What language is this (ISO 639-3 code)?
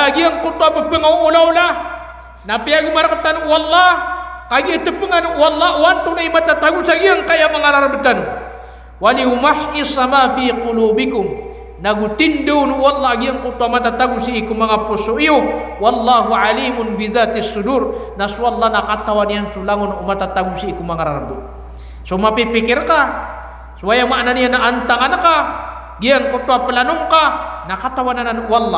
mrw